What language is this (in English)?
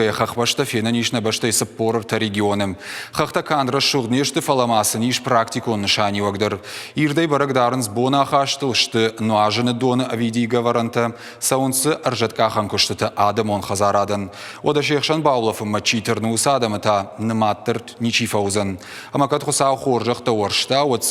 Ossetic